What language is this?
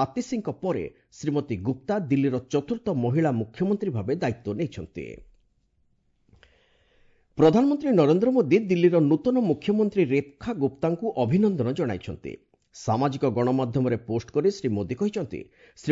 Odia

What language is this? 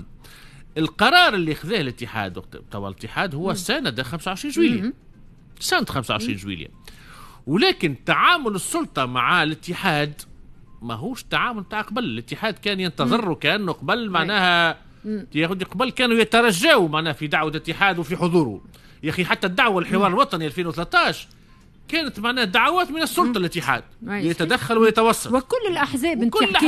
Tunisian Arabic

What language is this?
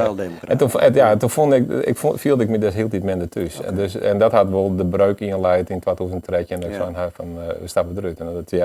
Western Frisian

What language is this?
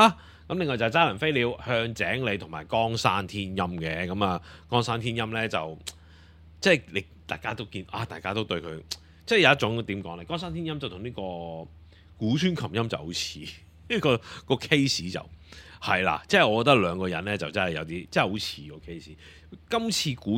Cantonese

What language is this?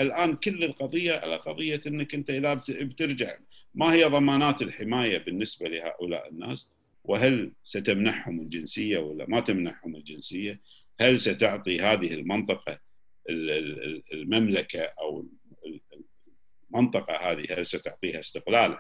Gulf Arabic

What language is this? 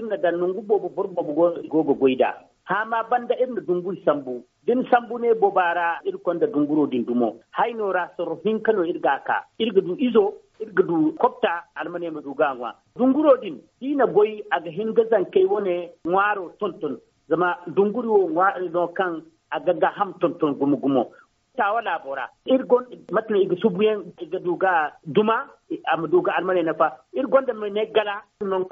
Zarma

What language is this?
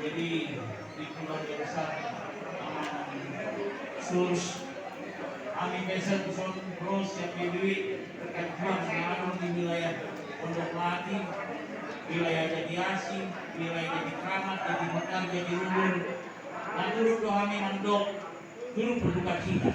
Batak Toba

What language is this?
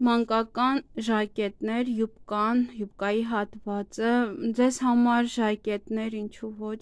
Armenian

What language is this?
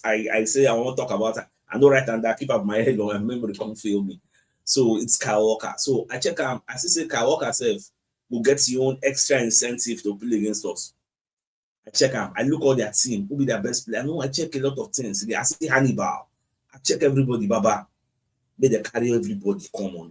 Nigerian Pidgin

